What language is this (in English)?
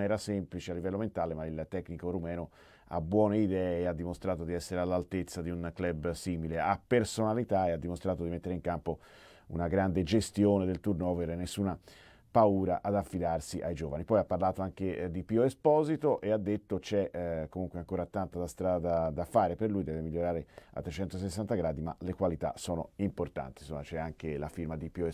Italian